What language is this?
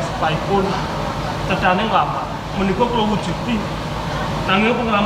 Javanese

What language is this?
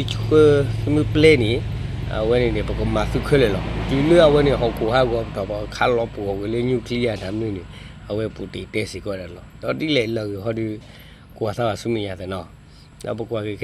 S'gaw Karen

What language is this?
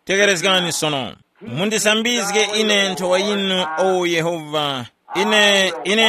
Tumbuka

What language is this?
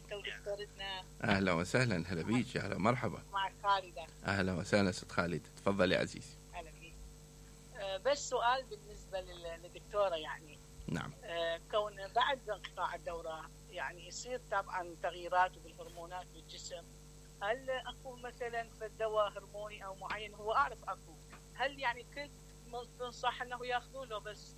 Mesopotamian Arabic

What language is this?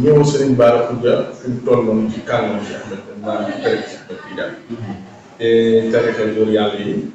Wolof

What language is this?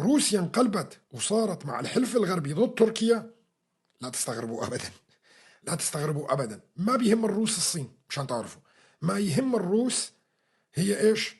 North Levantine Arabic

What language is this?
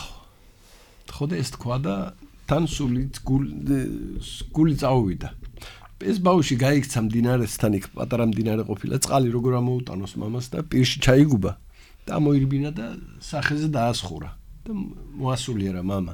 Georgian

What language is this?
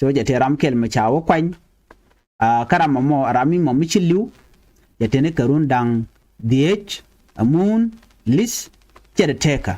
Nuer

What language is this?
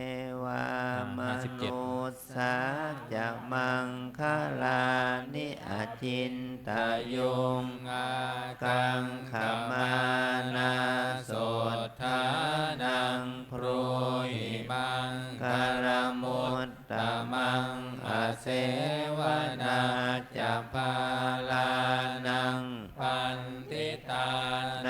Pali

